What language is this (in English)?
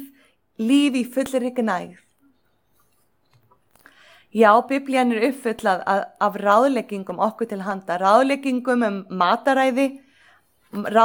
Icelandic